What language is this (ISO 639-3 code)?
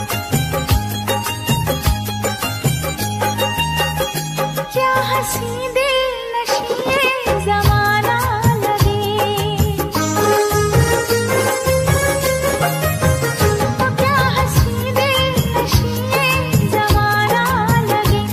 hin